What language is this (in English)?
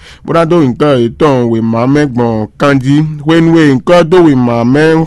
Fon